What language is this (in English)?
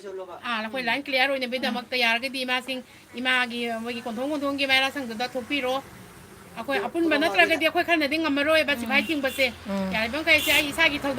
Manipuri